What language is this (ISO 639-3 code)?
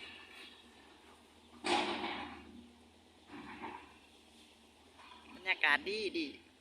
lao